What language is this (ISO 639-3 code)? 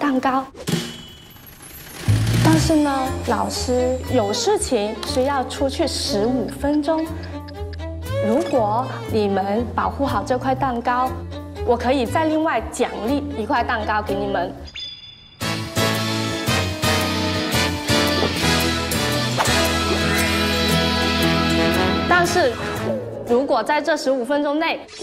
zho